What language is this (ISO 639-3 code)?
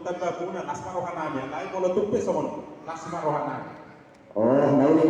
bbc